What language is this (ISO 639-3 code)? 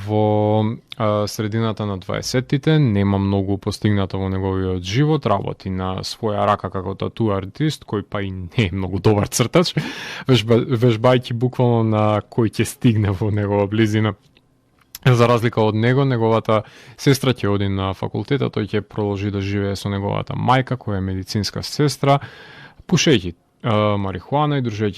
mkd